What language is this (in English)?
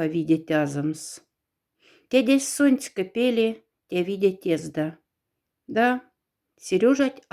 Moksha